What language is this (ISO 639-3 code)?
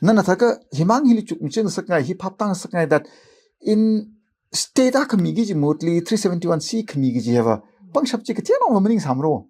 nmf